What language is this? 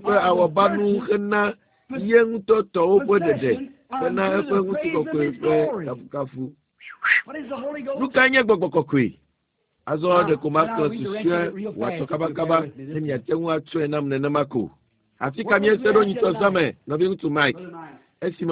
Ewe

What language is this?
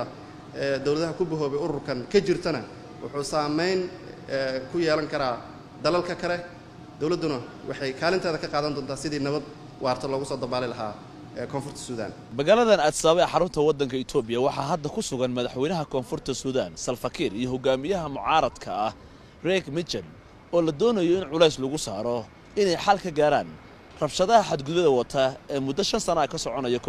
Somali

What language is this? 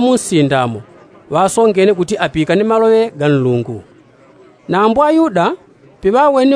Yao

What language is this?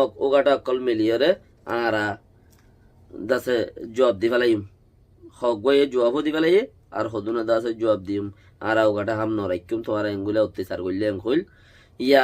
Rohingya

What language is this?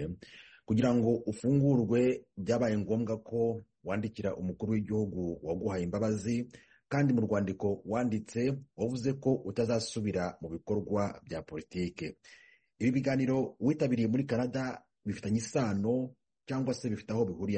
Kinyarwanda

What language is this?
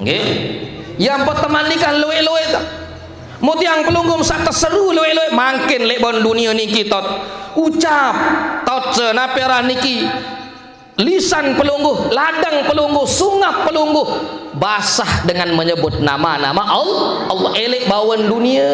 Sasak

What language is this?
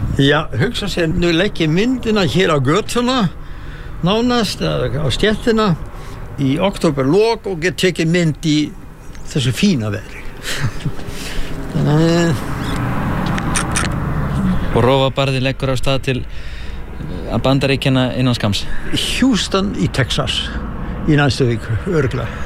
Icelandic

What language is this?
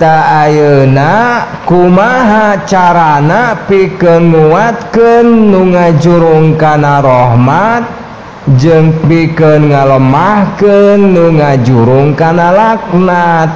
Sundanese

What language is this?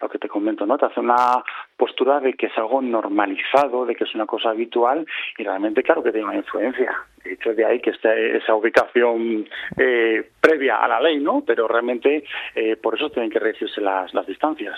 Spanish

